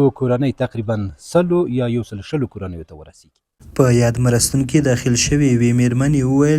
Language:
Pashto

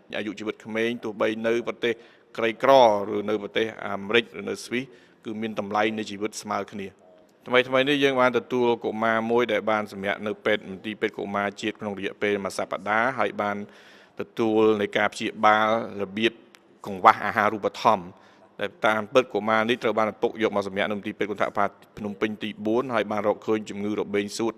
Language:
Khmer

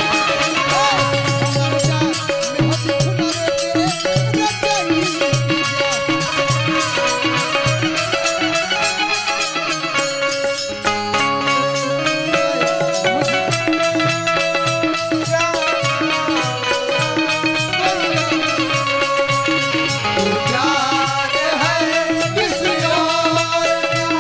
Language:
Bhojpuri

